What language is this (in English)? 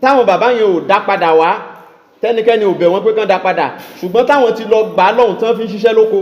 Yoruba